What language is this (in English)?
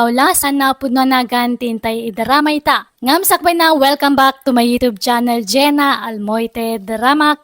Iloko